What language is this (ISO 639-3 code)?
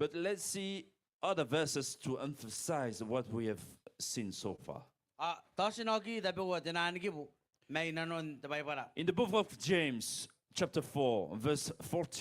gil